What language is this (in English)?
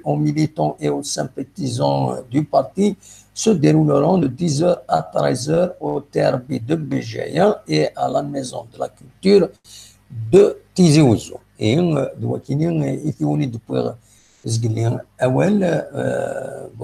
Kabyle